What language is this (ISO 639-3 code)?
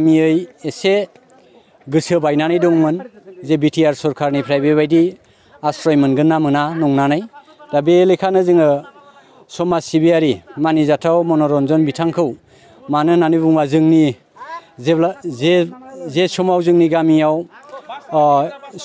brx